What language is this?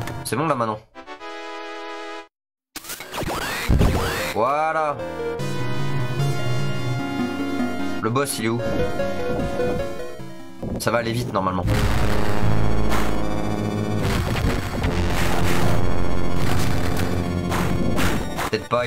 French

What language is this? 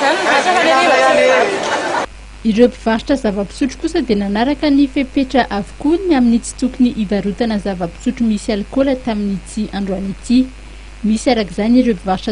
Malagasy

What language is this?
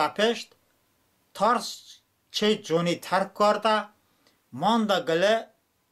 Talysh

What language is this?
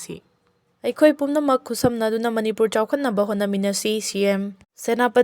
Manipuri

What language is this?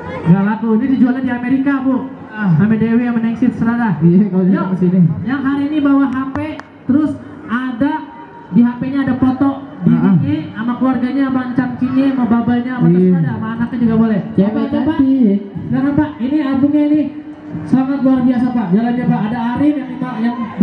Betawi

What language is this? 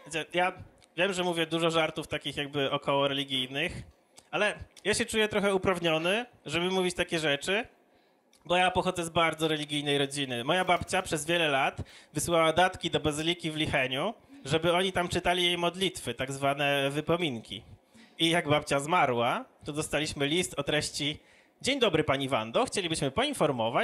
Polish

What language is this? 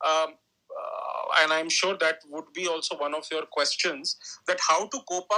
English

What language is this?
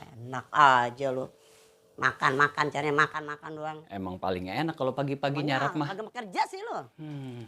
Betawi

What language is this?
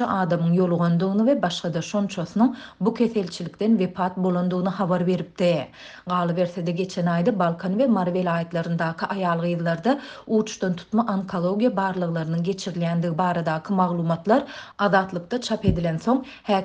Turkmen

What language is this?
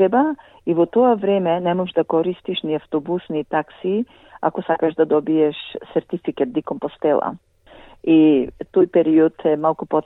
Macedonian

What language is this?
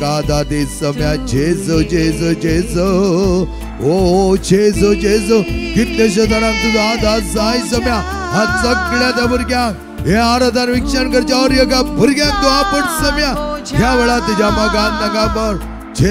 Konkani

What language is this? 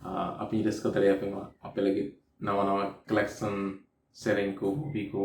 Santali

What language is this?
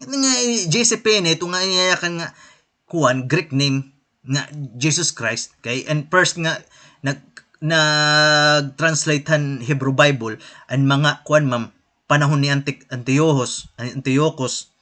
Waray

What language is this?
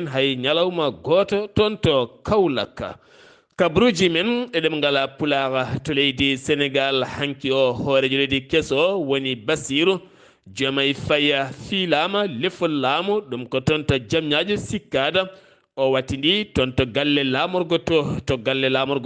Fula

